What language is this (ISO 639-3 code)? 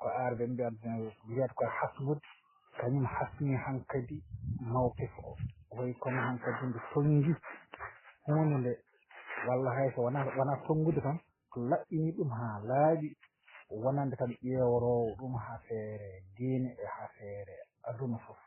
ful